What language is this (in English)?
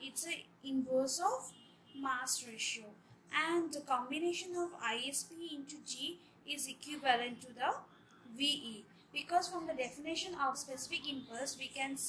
English